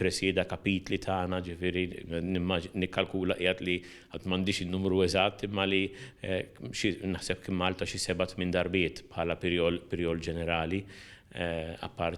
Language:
Maltese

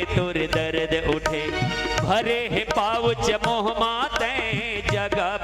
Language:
Chhattisgarhi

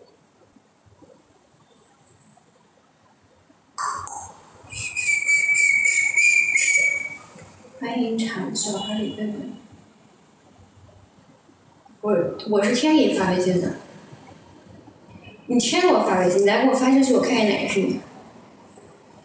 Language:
Chinese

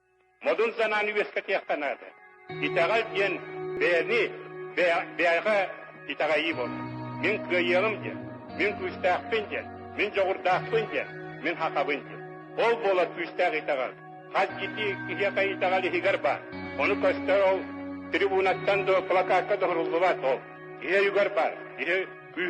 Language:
Yakut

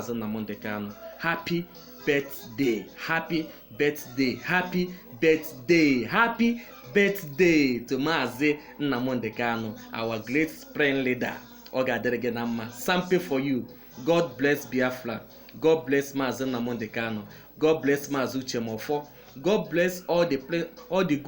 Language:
Igbo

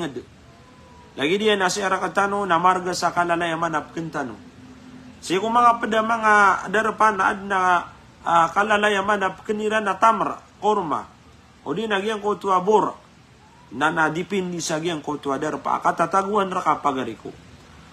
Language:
Maranao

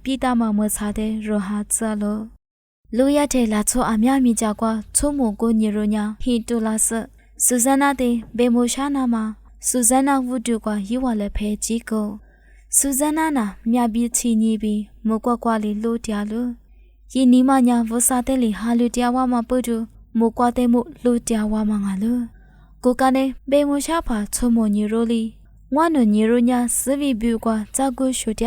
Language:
Lisu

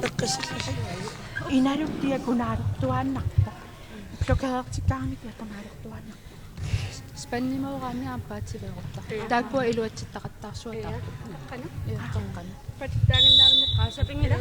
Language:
Kalaallisut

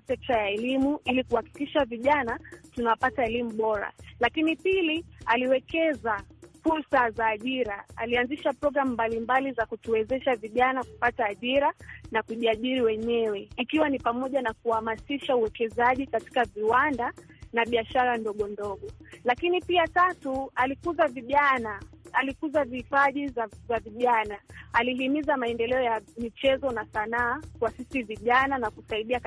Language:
Swahili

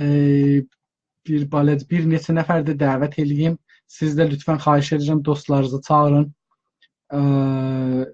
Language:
South Azerbaijani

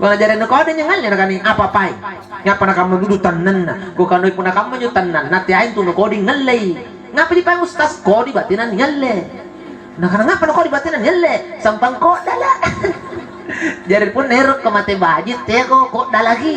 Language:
Makasar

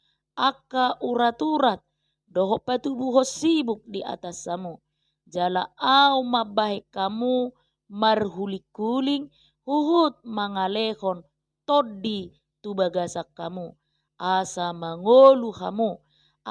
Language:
Batak Toba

